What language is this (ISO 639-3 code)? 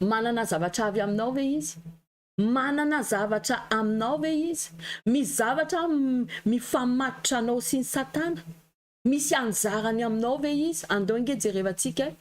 mlg